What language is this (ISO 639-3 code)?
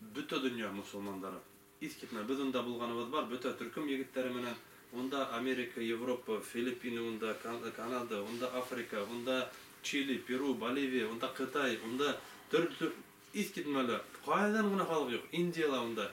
bak